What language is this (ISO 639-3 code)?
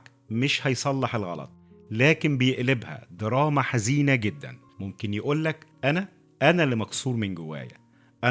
arz